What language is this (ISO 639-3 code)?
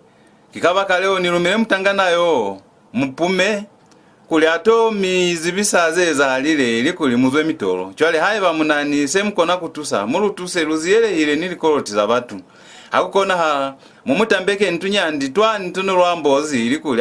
loz